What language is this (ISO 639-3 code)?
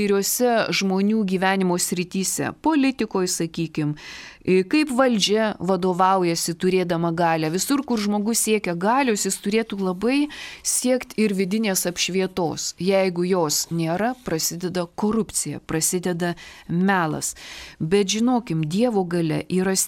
lit